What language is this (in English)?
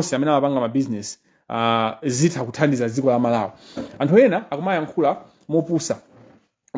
Nyanja